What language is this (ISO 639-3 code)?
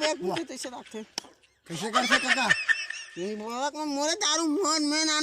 hne